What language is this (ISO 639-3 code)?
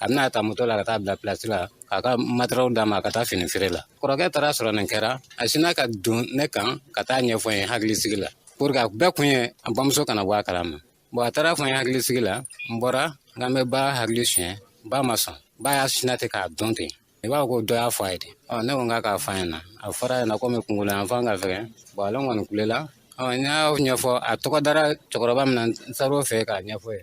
bam